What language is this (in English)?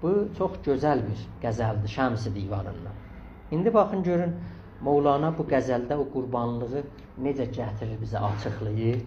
South Azerbaijani